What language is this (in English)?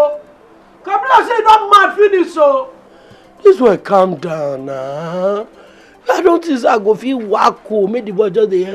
Nigerian Pidgin